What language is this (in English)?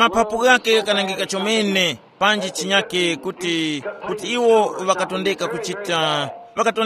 Tumbuka